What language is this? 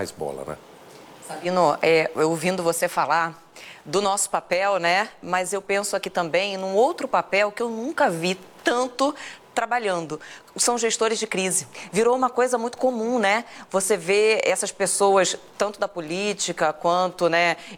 Portuguese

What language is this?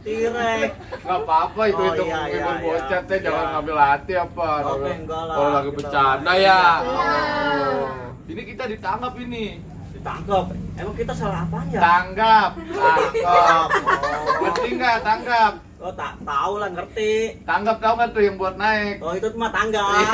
Betawi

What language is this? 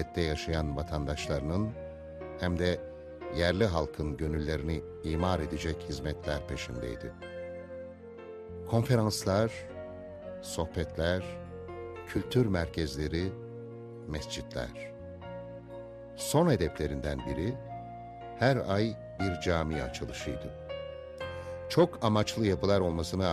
Turkish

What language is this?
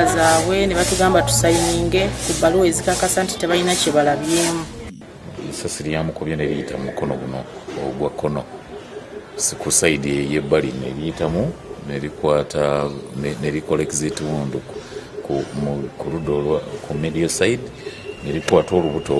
Ganda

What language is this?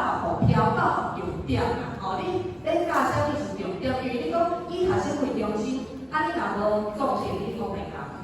Min Nan Chinese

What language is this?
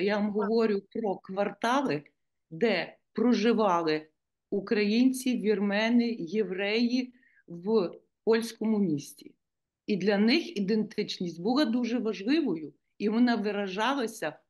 Ukrainian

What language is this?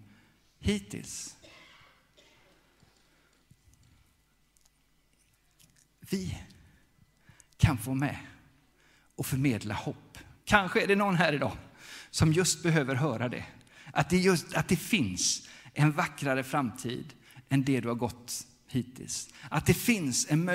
Swedish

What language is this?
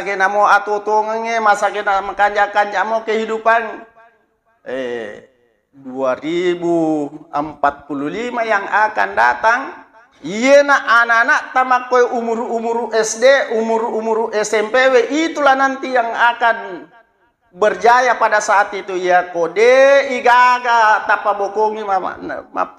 Buginese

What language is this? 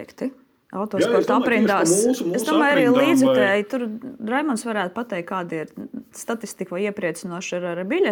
Latvian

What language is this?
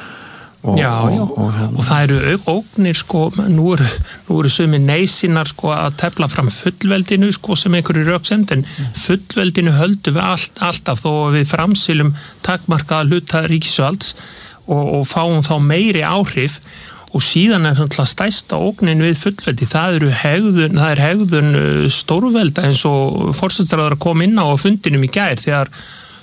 Icelandic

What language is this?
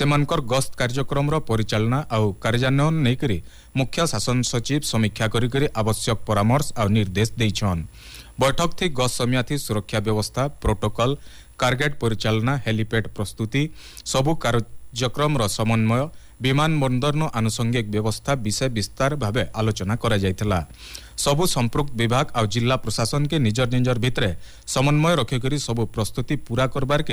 Odia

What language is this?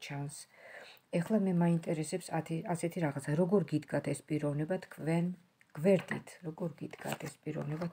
Georgian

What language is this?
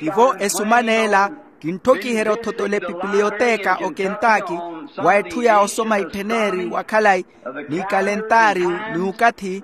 Makhuwa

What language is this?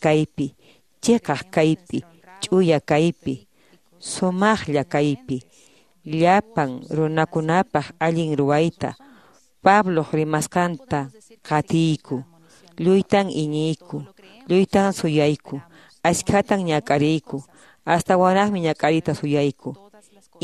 Quechua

